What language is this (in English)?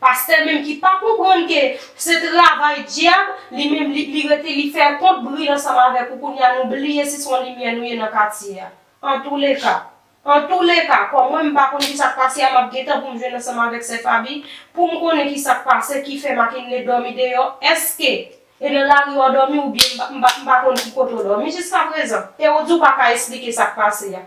Haitian Creole